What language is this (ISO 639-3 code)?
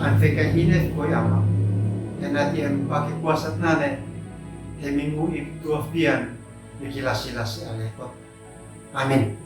aoz